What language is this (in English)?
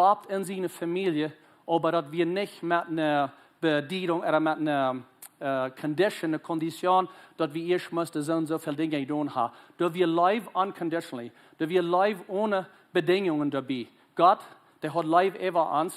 Plautdietsch